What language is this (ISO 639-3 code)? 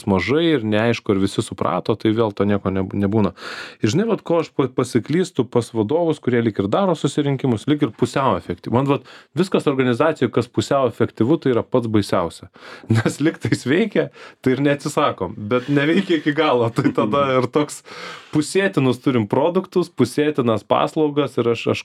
lit